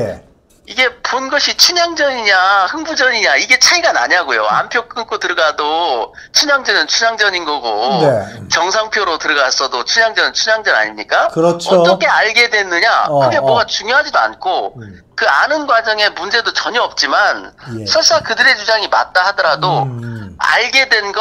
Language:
Korean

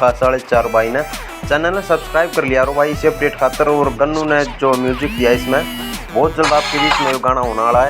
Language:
Haryanvi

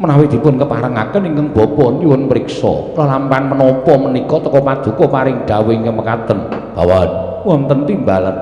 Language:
Javanese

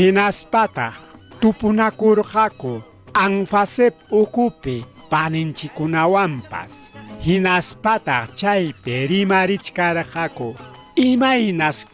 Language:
Ayacucho Quechua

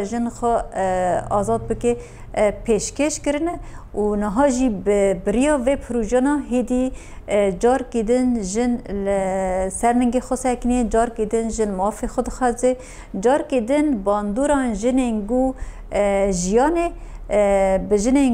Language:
Kurdish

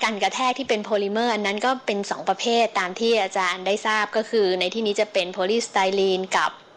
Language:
Thai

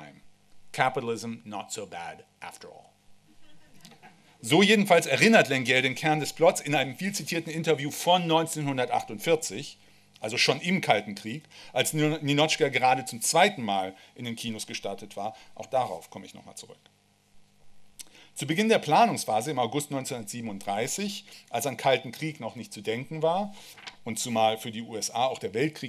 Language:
German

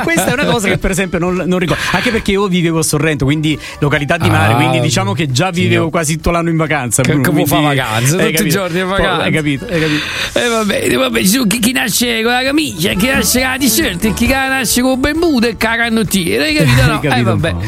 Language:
Italian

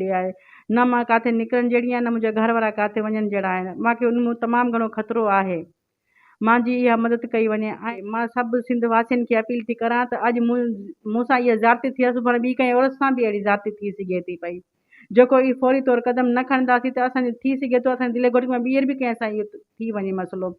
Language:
Sindhi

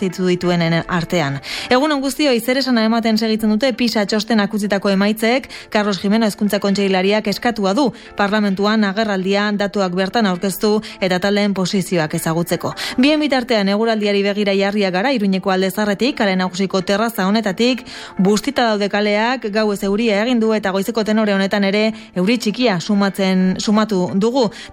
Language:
Basque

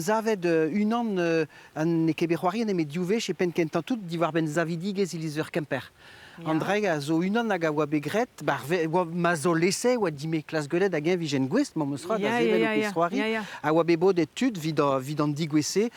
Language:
Breton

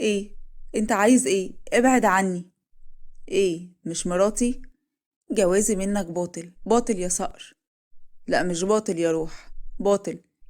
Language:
Egyptian Arabic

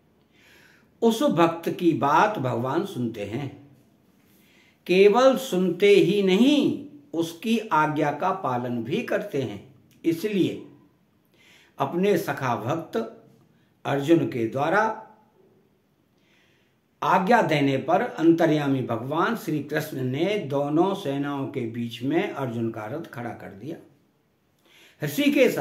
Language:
Hindi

